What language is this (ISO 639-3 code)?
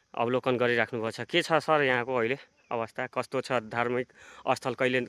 nep